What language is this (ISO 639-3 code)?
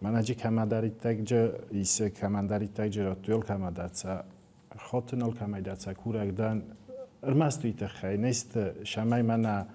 oss